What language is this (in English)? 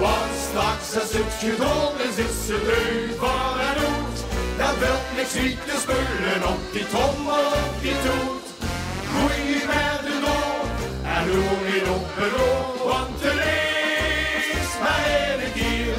Limburgish